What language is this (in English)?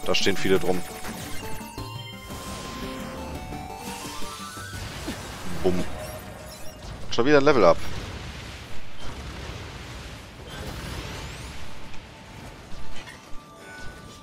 German